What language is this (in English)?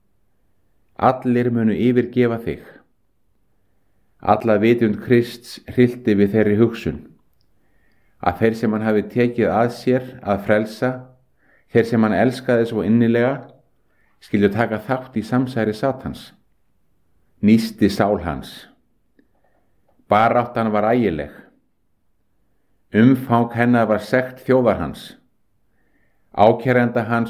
Icelandic